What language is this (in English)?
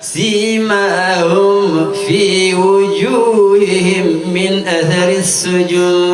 Fula